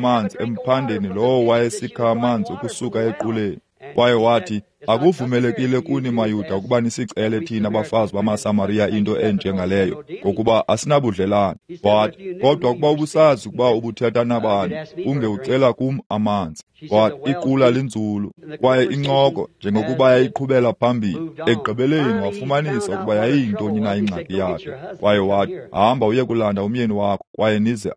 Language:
Xhosa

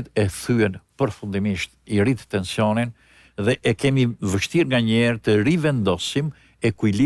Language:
Albanian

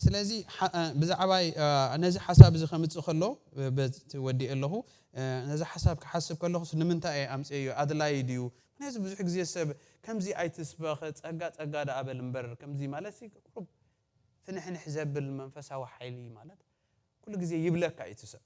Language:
Tigrinya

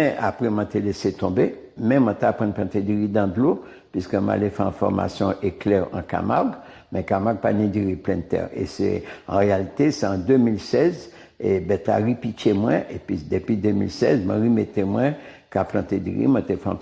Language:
Guadeloupean Creole French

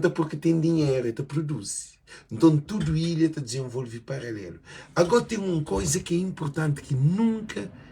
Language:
Kabuverdianu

